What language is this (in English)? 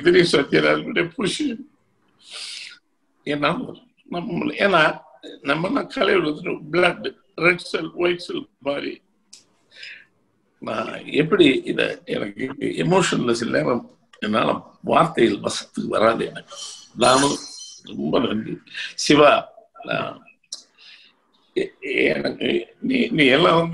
Tamil